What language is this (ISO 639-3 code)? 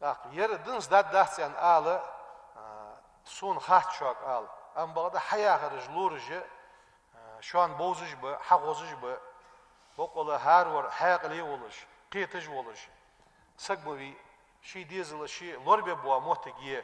inh